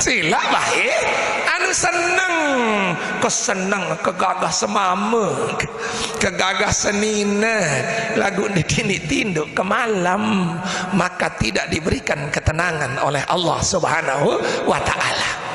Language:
Sasak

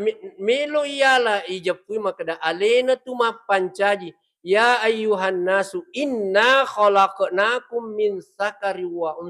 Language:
Buginese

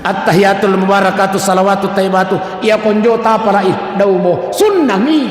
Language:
Buginese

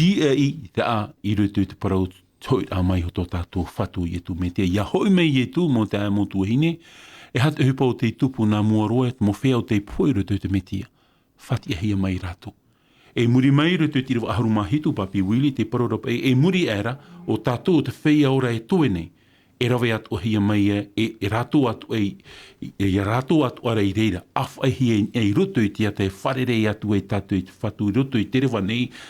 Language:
Tahitian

